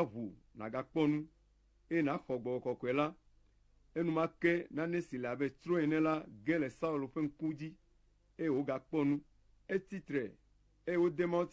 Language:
Ewe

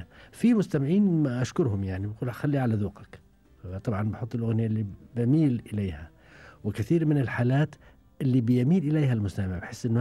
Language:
Gulf Arabic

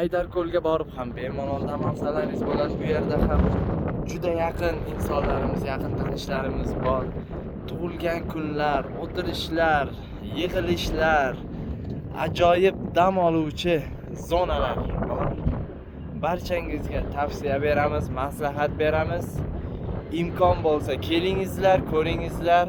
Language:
Uzbek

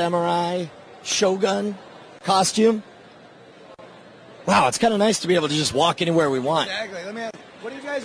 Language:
English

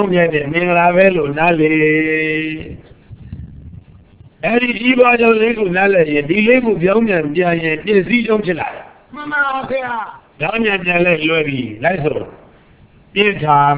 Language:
Burmese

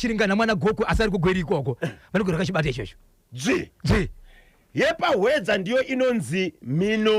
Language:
Shona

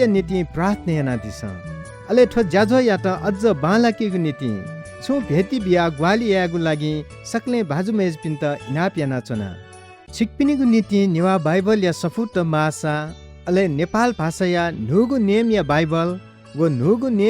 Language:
Newari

